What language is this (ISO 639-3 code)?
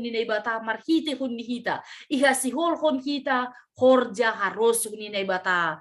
bts